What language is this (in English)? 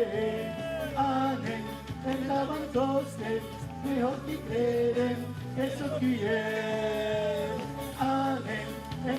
Occitan